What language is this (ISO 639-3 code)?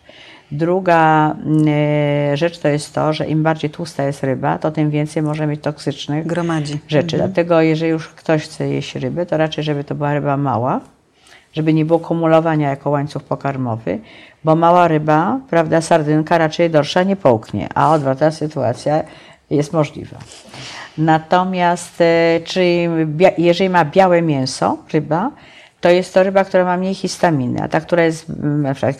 pol